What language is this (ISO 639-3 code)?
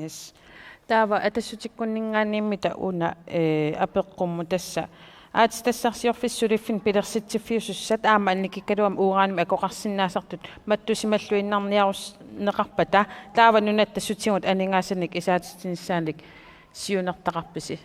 kal